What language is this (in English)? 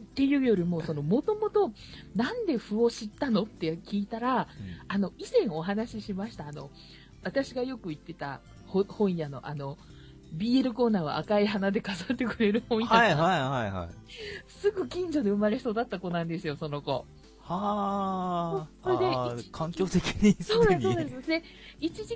Japanese